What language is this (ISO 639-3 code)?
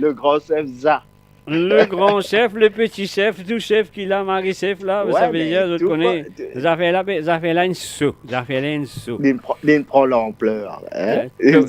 mfe